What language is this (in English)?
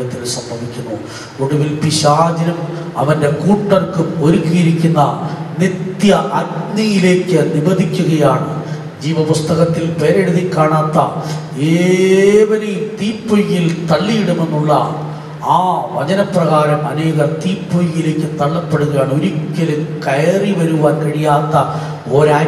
Malayalam